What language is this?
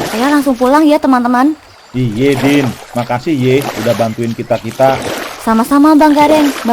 Betawi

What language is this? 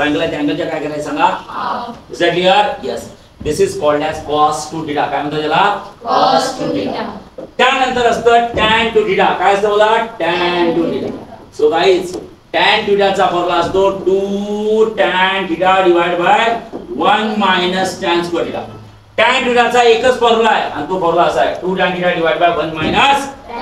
Marathi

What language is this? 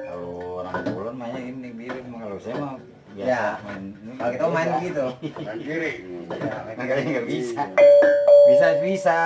Betawi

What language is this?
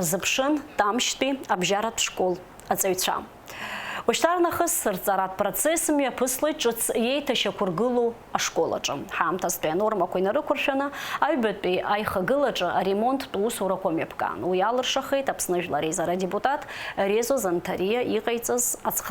Abkhazian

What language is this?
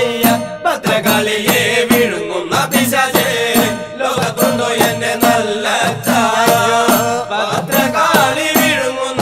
Malayalam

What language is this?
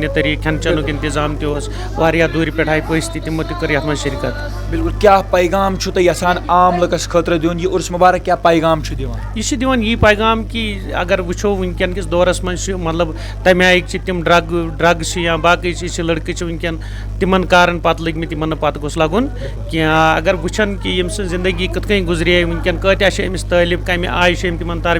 Kashmiri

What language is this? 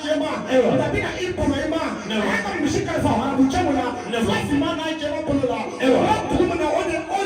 Bambara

